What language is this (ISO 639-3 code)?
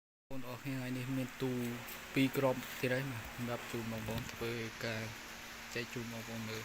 khm